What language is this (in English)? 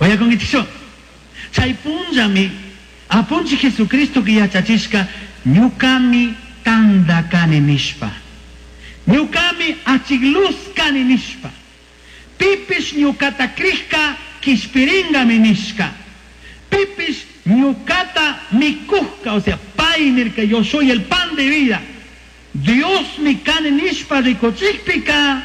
Chimborazo Highland Quichua